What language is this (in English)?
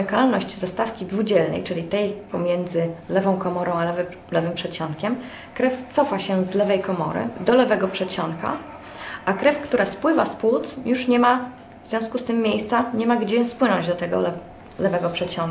Polish